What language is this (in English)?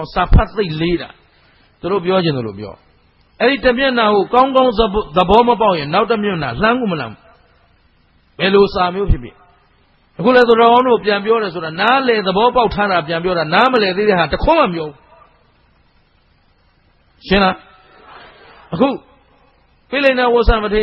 Burmese